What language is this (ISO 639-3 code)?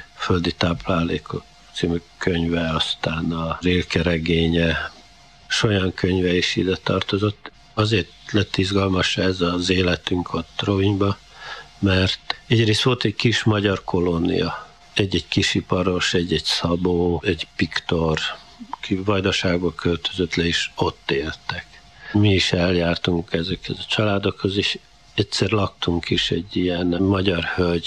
hun